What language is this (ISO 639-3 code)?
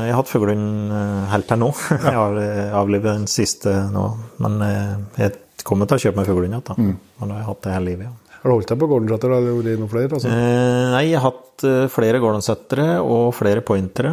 nor